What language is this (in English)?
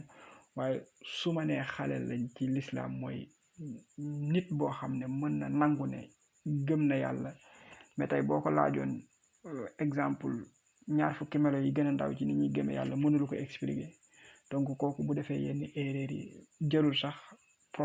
Wolof